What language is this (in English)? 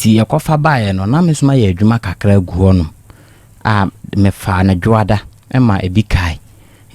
Akan